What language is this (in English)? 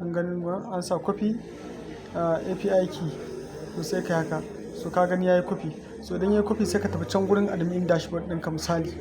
Hausa